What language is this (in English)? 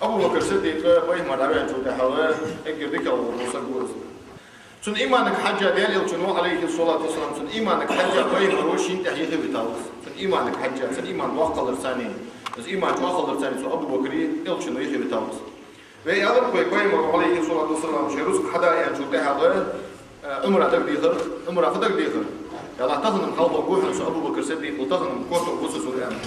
Ingush